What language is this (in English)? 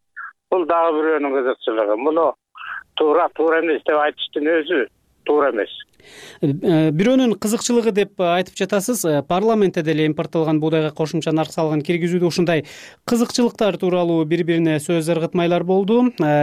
Kyrgyz